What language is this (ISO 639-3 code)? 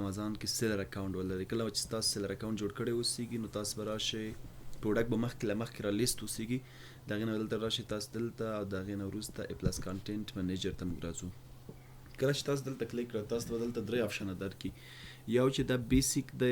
pus